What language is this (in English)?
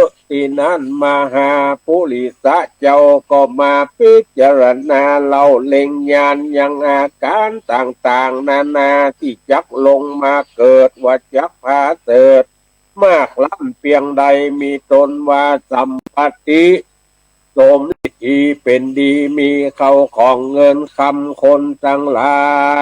Northern Thai